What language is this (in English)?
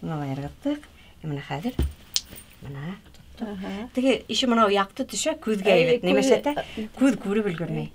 Bashkir